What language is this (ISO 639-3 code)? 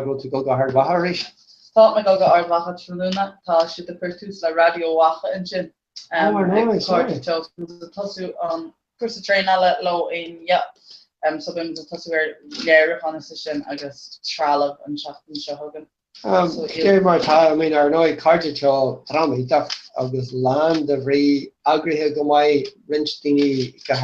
gle